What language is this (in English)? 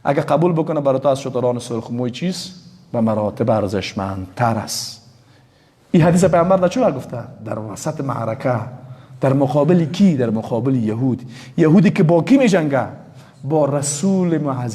Persian